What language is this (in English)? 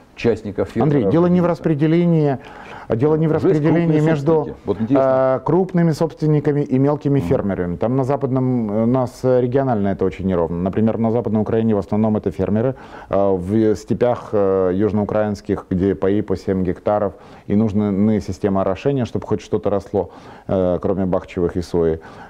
Russian